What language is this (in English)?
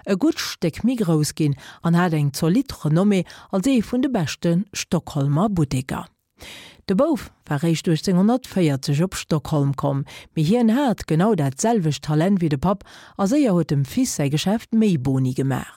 Luxembourgish